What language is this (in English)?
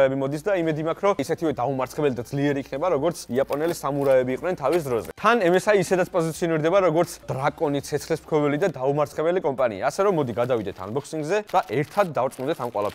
Georgian